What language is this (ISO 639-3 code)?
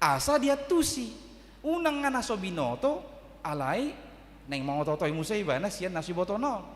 bbc